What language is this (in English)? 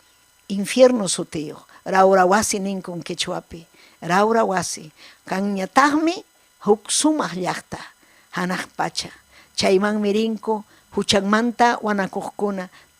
Ayacucho Quechua